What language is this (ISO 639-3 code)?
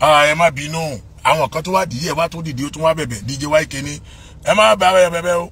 yor